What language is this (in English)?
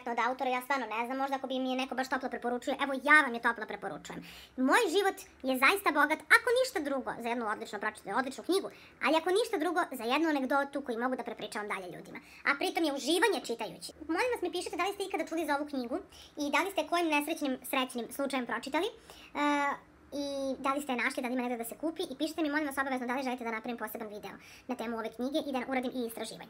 Serbian